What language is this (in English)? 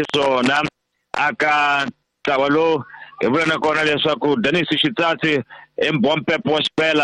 Tsonga